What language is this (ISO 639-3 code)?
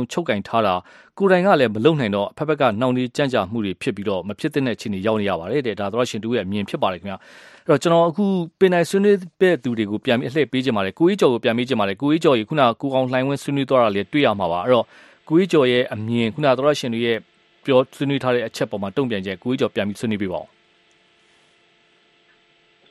mya